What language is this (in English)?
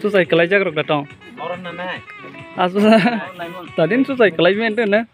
Malay